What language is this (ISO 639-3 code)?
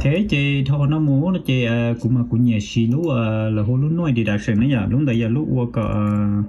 hmn